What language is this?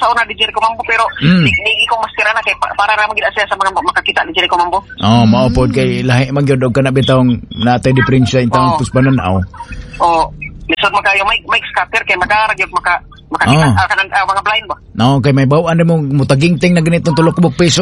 Cebuano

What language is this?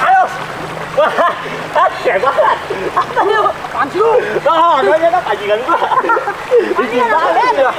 Betawi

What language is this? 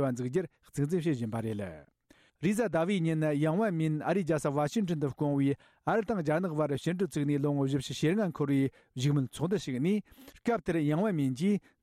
Tibetan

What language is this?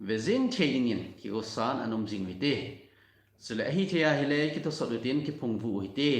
Thado Chin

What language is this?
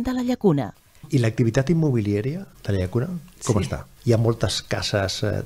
Catalan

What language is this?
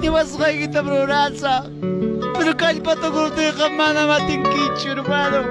Ayacucho Quechua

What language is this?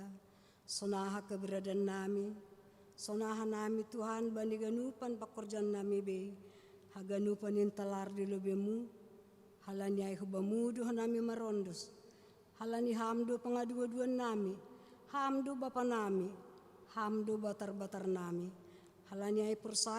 Batak Simalungun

